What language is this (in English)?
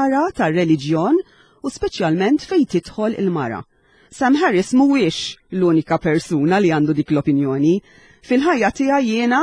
Maltese